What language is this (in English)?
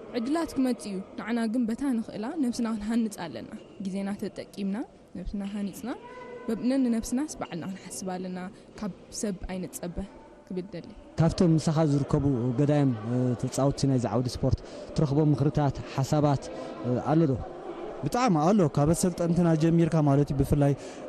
Tigrinya